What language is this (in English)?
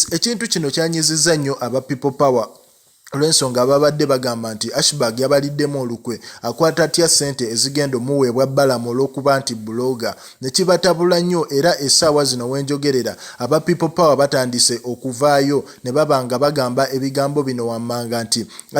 Ganda